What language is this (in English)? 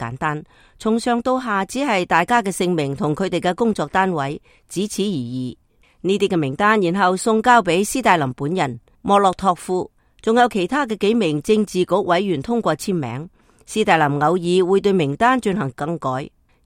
Cantonese